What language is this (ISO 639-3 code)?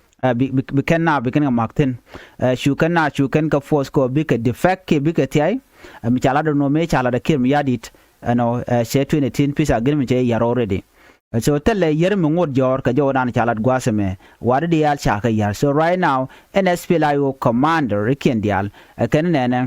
nus